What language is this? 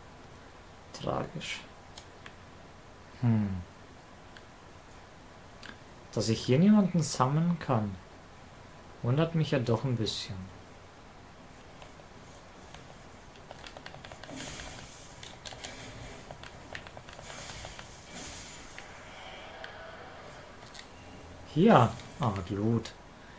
German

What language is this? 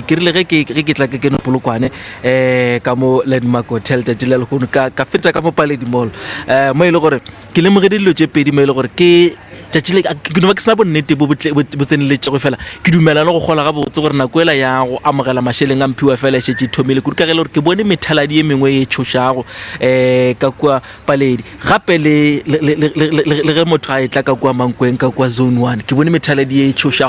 Northern Sotho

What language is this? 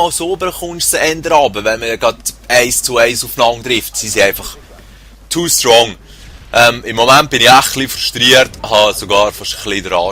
Swiss German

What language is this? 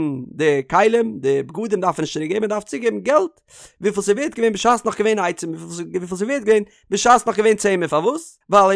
Yiddish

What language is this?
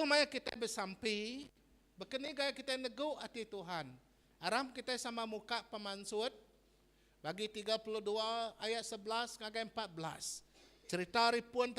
Iban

